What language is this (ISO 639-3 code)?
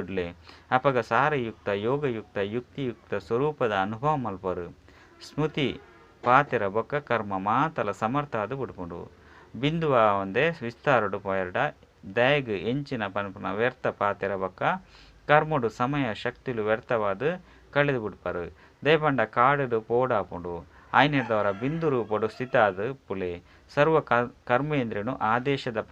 tcy